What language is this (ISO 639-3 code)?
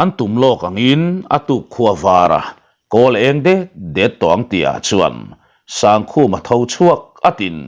lus